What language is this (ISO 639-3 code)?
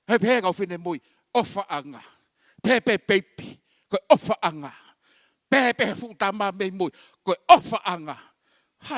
ton